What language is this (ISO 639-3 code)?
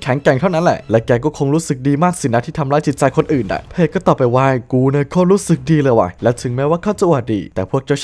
tha